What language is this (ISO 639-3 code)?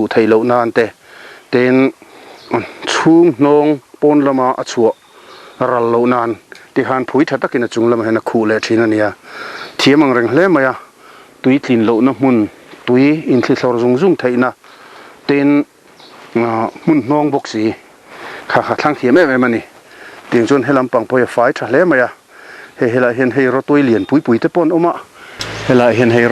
lus